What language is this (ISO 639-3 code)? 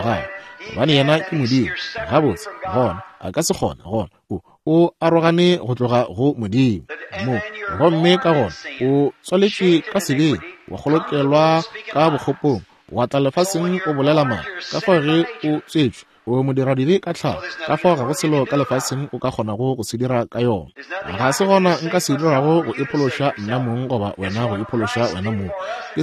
nso